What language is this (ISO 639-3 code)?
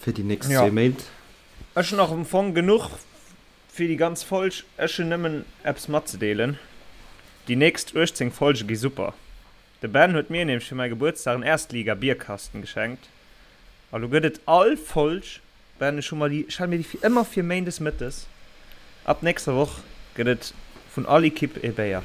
ltz